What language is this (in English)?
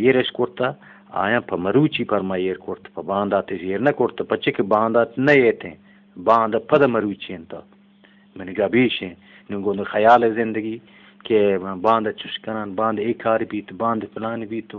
Eastern Balochi